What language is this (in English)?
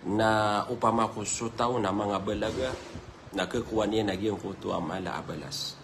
Maranao